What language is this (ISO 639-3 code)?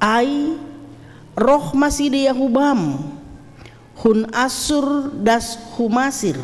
bts